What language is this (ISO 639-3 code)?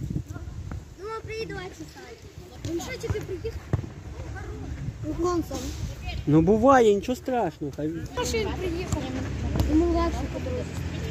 ukr